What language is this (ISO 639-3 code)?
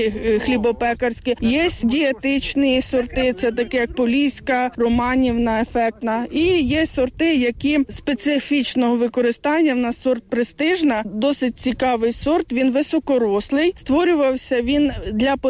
ukr